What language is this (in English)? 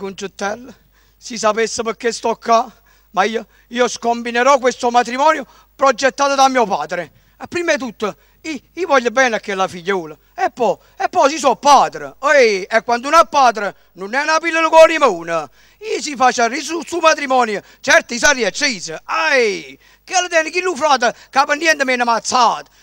Neapolitan